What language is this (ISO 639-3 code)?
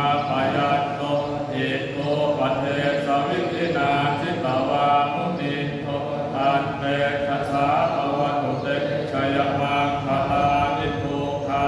pli